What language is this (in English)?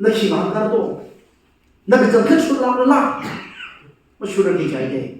Tangkhul Naga (India)